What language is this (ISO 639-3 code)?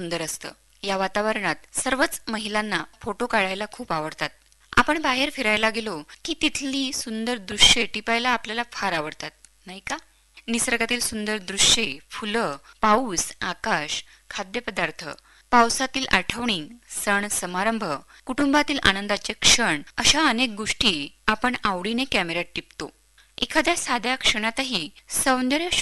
mar